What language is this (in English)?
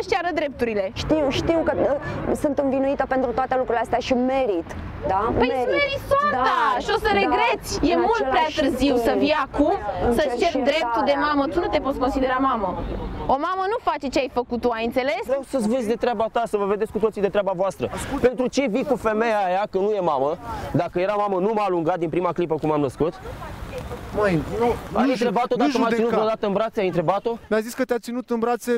Romanian